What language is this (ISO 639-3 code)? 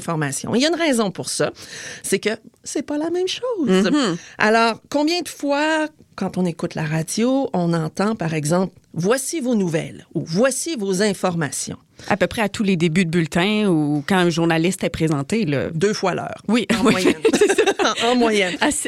fra